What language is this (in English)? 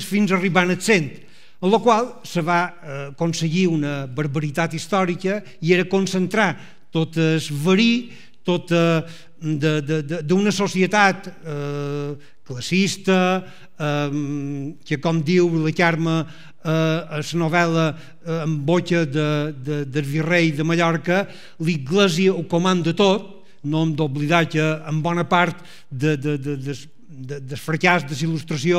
Catalan